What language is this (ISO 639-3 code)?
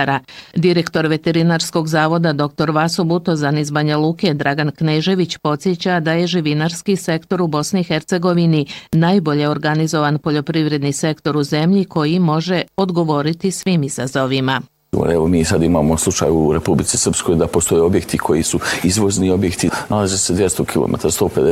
bos